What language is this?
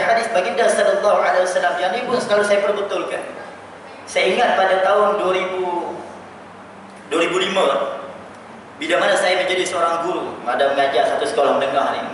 Malay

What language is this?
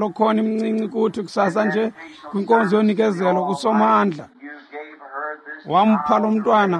Xhosa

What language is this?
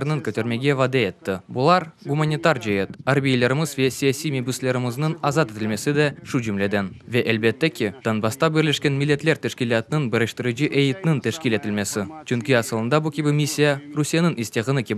Crimean Tatar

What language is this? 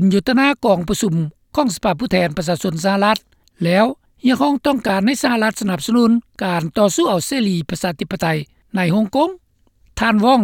Lao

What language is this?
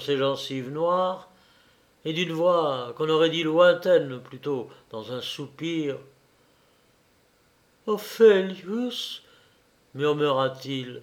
French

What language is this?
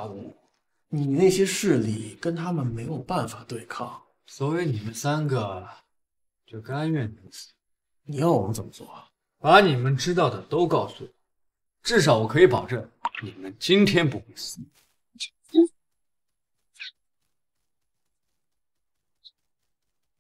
Chinese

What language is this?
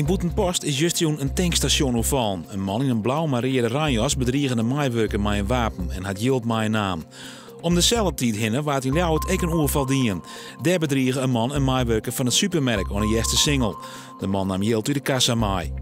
Western Frisian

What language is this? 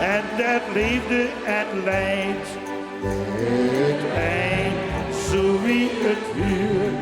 Limburgish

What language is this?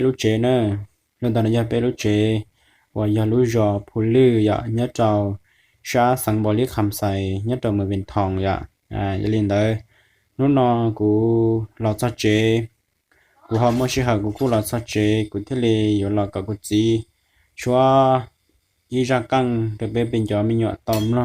Hmong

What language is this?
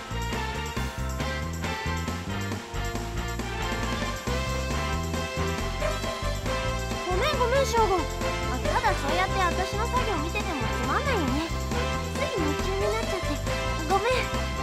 Japanese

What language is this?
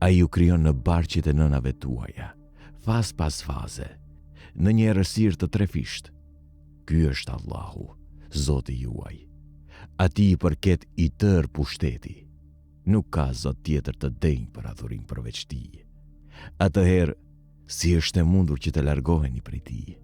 Albanian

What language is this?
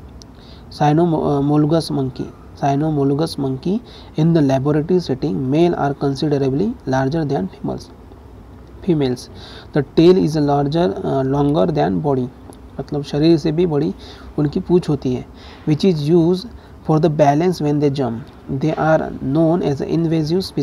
Hindi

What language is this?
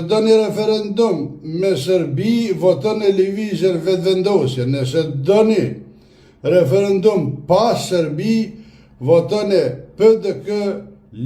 Albanian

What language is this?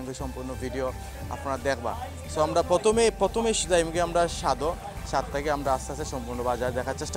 Sylheti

